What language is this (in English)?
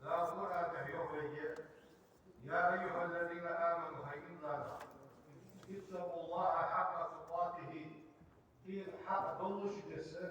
Ingush